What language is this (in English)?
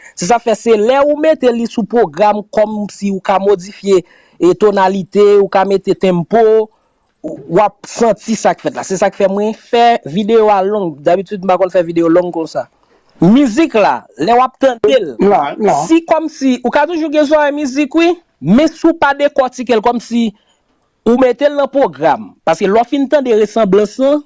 Haitian Creole